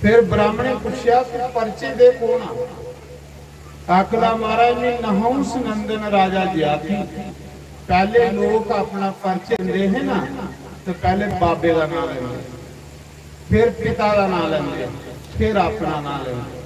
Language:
Dogri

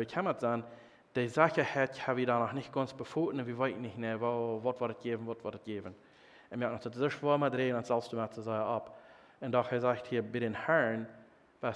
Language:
Plautdietsch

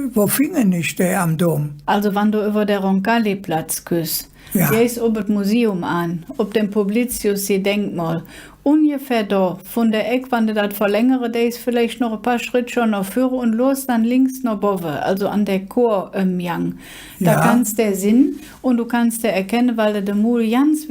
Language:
Colognian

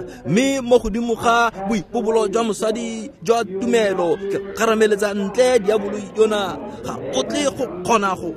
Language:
Tswana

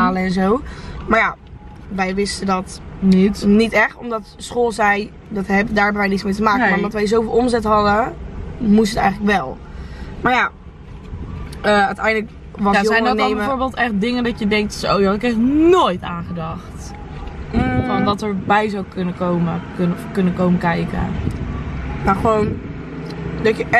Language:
Dutch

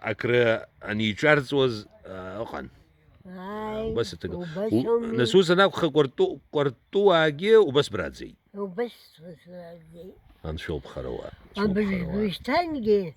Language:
Abkhazian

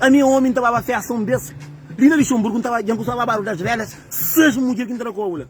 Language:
Kabuverdianu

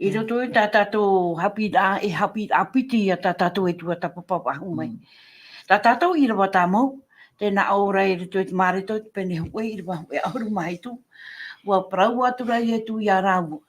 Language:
Tahitian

